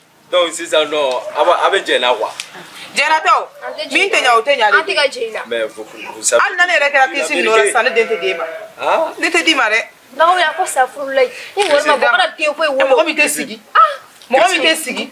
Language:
Bambara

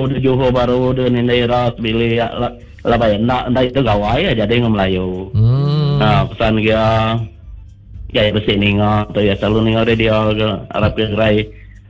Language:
Iban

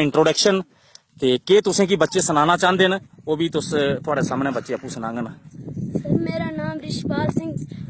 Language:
Dogri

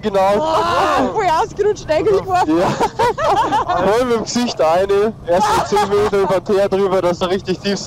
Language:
Bavarian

